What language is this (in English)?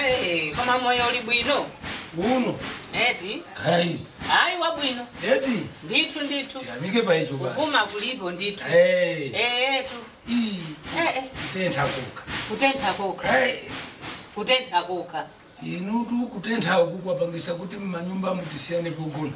Nyanja